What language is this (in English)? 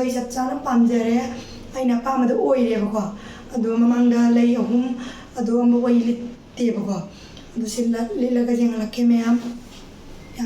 Manipuri